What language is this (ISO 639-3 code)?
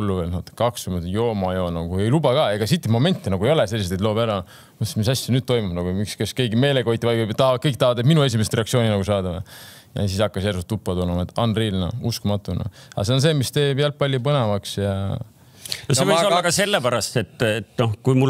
est